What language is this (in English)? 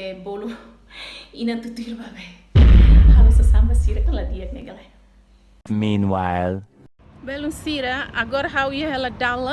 Tetum